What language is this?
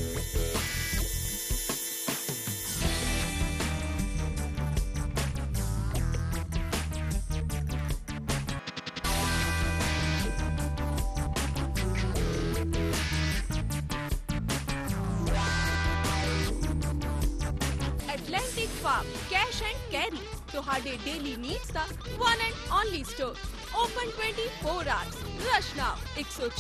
Punjabi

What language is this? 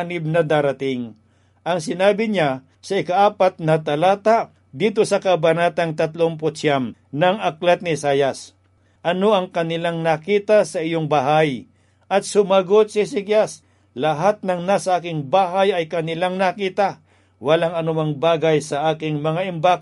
Filipino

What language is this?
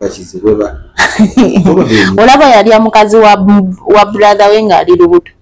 Ganda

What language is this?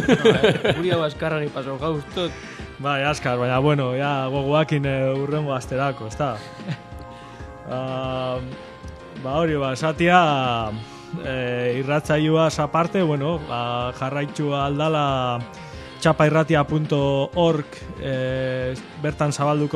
Basque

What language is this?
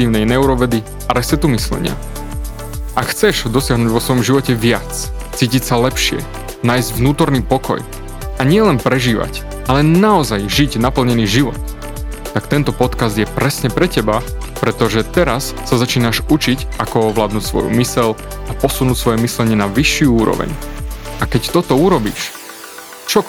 Slovak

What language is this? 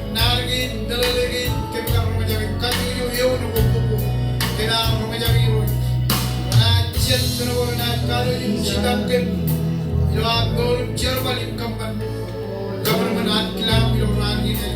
Marshallese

